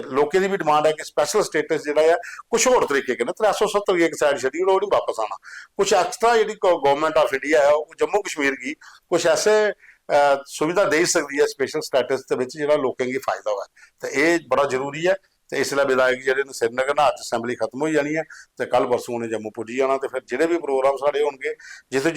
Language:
Dogri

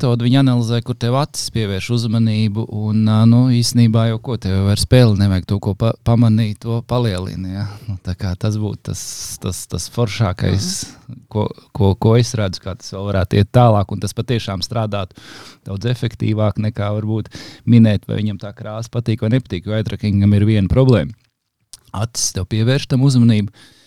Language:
Latvian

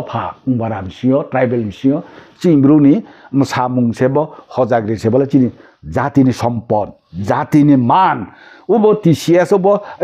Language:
Riang (India)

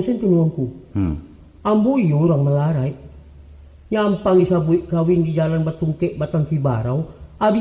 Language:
Minangkabau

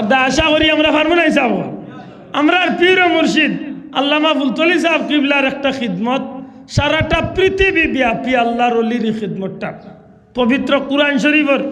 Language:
Sylheti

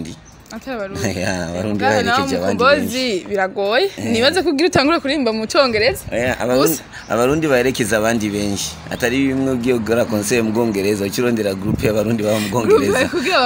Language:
Rundi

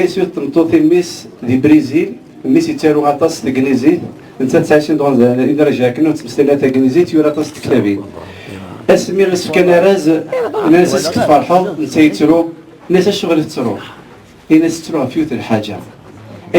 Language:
Kabyle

